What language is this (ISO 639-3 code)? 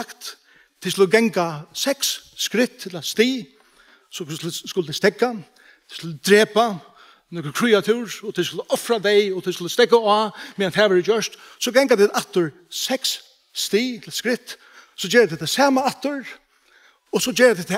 fao